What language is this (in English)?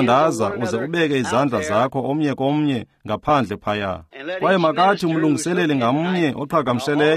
Xhosa